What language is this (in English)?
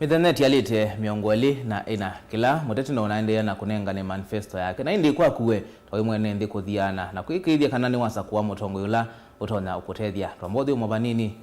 Kamba